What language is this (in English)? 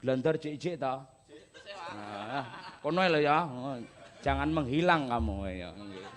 Javanese